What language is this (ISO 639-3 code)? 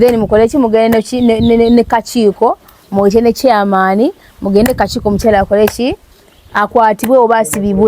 lug